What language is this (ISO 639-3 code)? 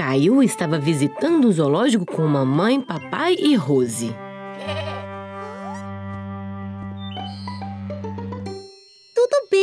por